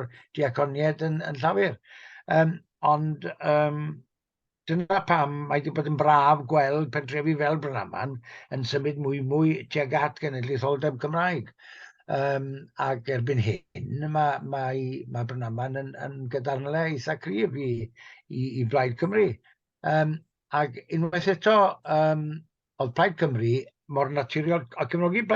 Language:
Welsh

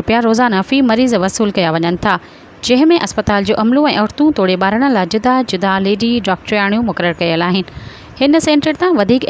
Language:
Sindhi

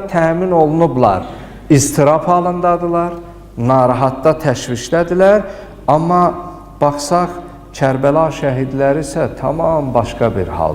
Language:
Azerbaijani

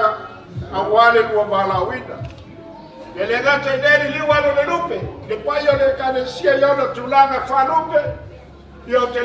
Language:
Samoan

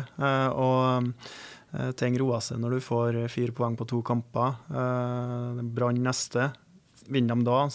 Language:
Norwegian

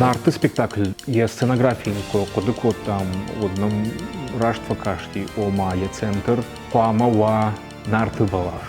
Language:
Ossetic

